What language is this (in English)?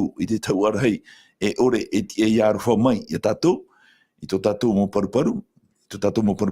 Tahitian